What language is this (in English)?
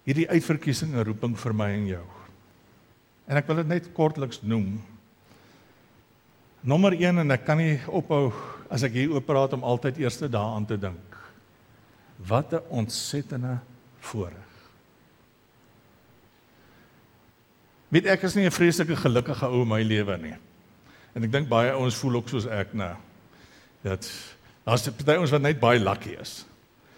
Afrikaans